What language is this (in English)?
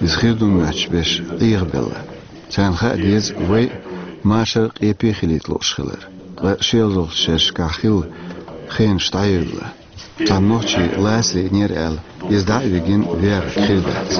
Chechen